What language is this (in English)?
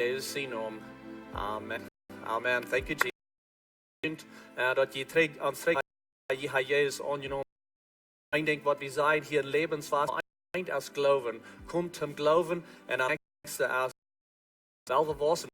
Plautdietsch